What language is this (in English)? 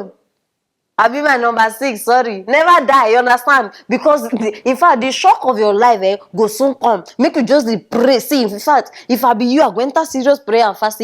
Nigerian Pidgin